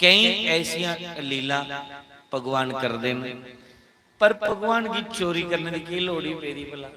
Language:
Dogri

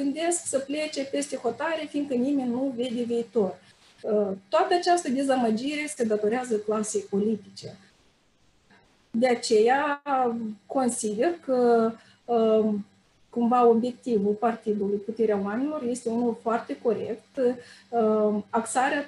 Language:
Romanian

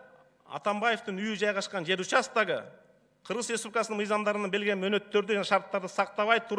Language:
Kyrgyz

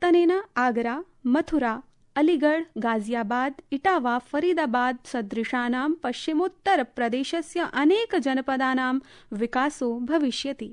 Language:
Sanskrit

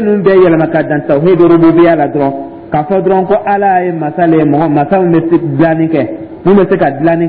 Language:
Dyula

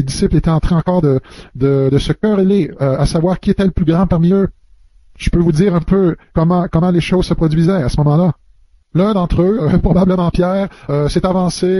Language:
French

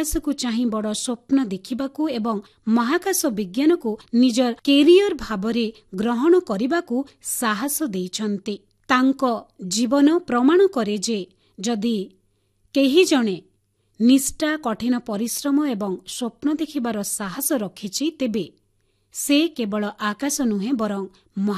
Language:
Odia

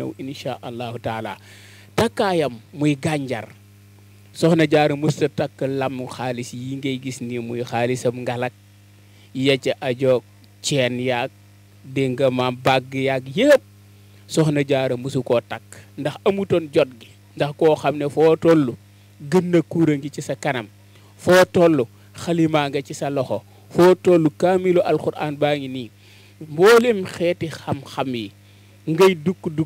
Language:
Wolof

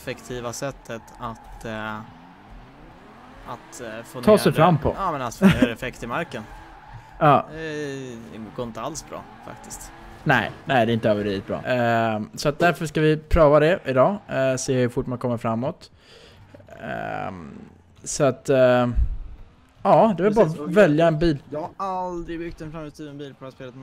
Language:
Swedish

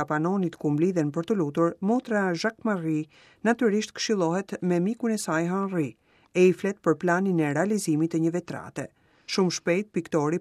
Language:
Albanian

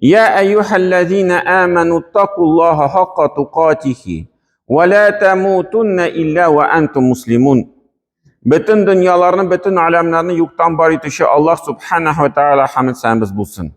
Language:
Tatar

